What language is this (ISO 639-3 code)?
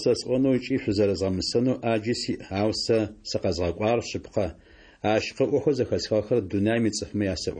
ady